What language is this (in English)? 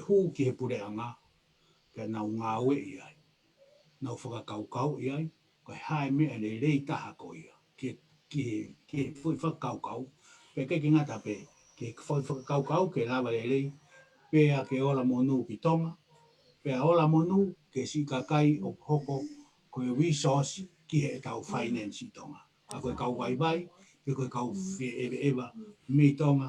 Tongan